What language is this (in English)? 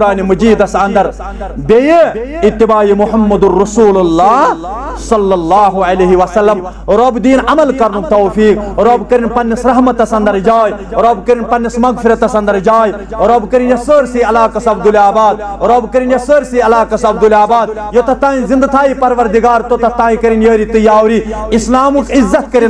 Kashmiri